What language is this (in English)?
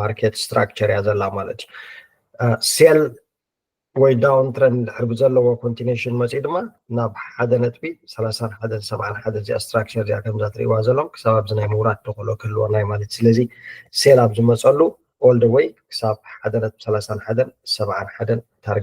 Tigrinya